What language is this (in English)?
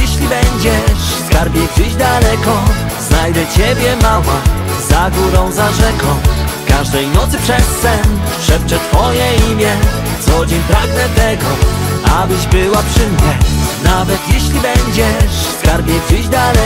Polish